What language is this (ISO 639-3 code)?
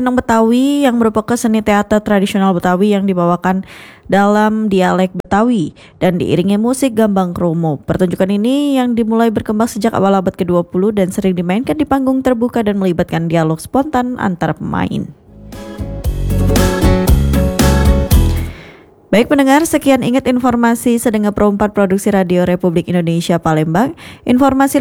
ind